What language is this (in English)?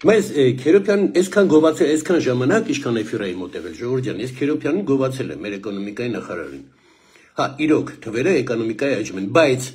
Armenian